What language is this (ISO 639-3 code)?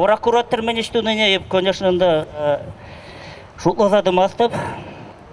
chv